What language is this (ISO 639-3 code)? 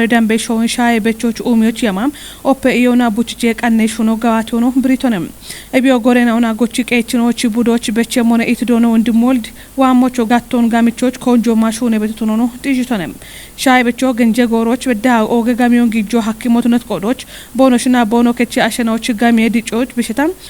kbr